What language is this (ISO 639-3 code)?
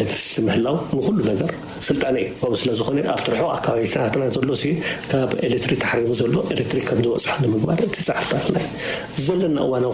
tir